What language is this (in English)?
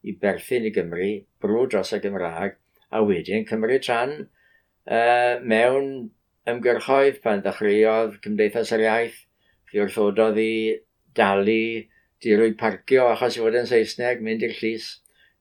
Welsh